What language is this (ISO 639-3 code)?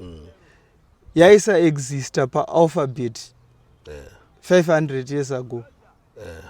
sna